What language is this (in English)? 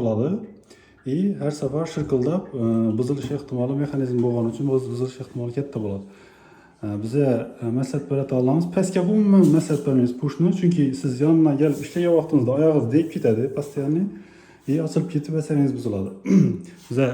Uzbek